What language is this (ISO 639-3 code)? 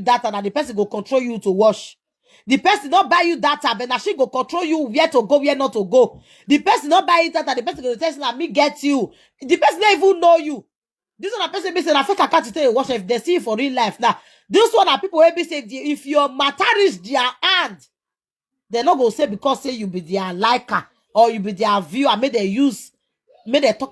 pcm